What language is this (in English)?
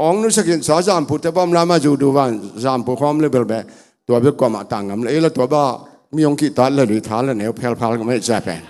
Tedim Chin